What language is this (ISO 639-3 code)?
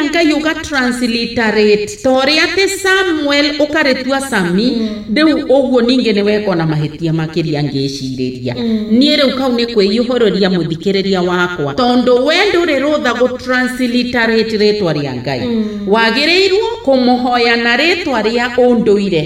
kik